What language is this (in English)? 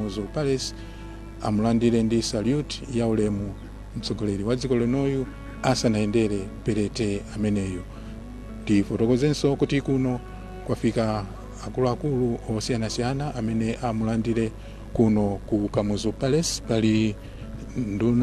Nyanja